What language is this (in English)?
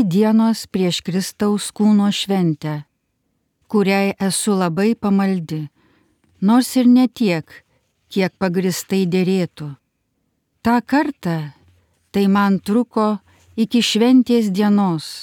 Lithuanian